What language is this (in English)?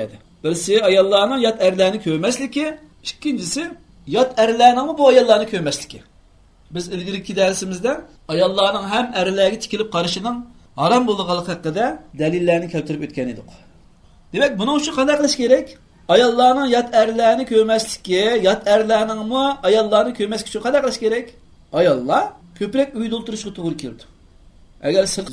Uyghur